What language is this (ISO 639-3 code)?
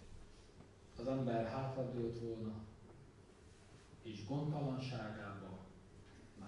hun